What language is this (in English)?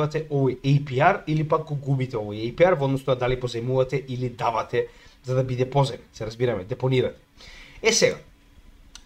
Macedonian